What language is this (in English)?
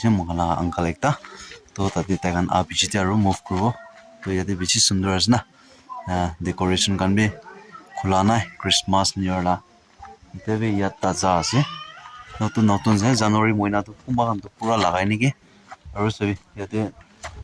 Naga Pidgin